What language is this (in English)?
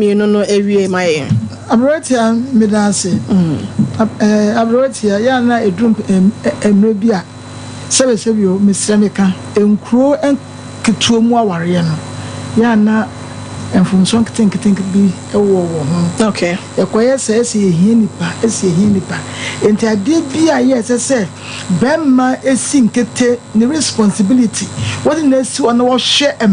Akan